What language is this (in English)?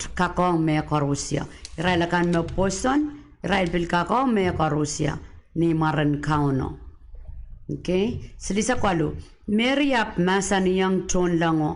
Pohnpeian